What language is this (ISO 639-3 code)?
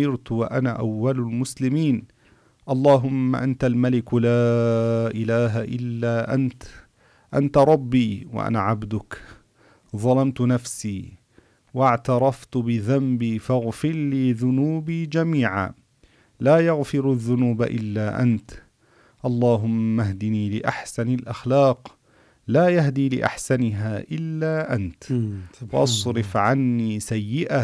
ara